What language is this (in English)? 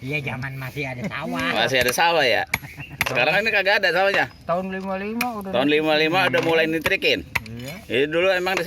Betawi